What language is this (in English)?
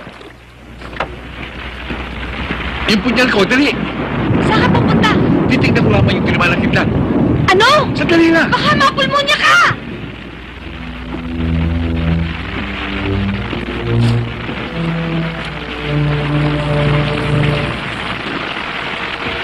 Filipino